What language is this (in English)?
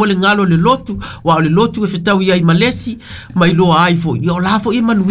Samoan